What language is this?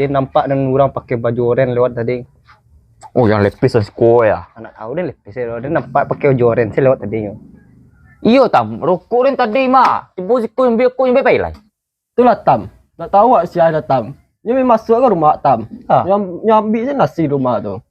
Minangkabau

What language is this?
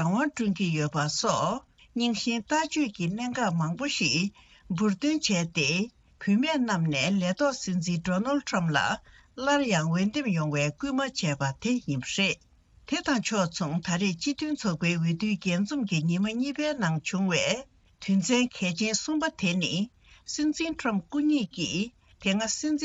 Tibetan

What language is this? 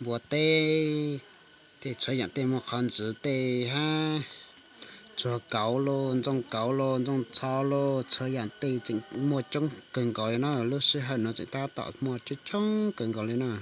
Hmong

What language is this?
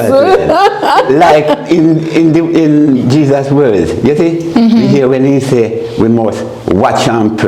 Jamaican Creole English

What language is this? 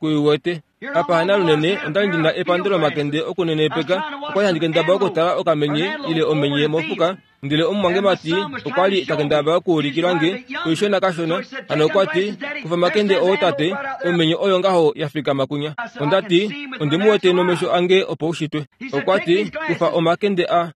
Kuanyama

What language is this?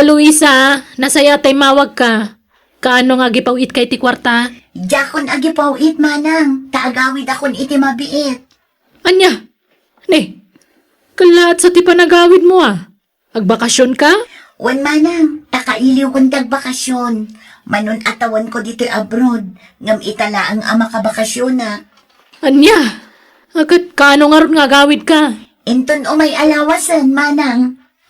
Iloko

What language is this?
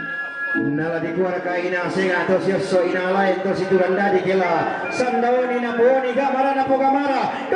Toraja-Sa'dan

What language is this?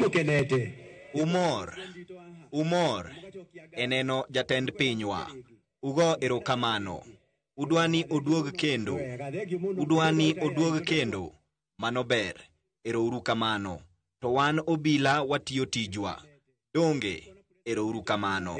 Luo (Kenya and Tanzania)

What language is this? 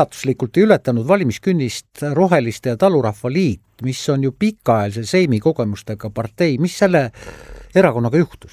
Estonian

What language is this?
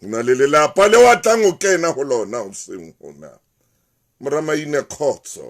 Southern Sotho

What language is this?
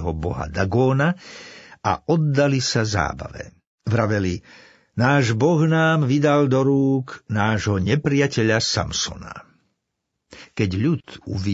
Slovak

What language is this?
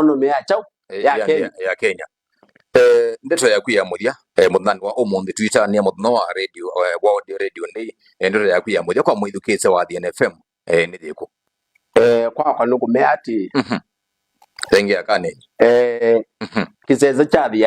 Kamba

